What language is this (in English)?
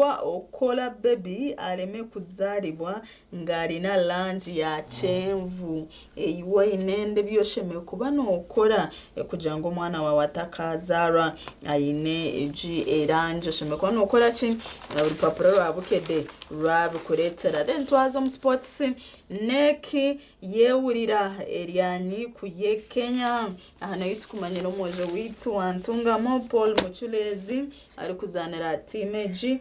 Nyankole